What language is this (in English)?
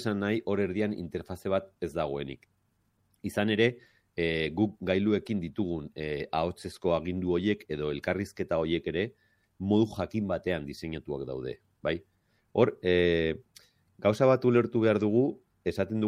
Basque